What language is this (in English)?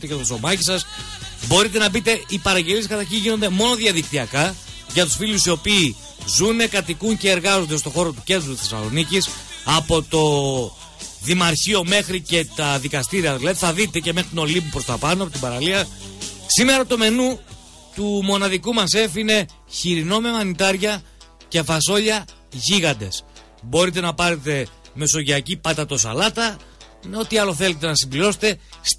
Greek